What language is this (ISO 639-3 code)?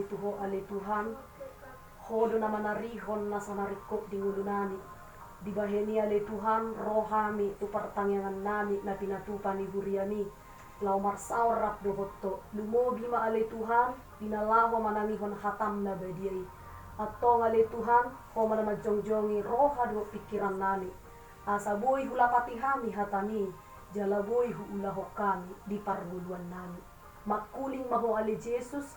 bbc